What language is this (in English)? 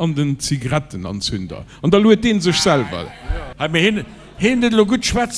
Luxembourgish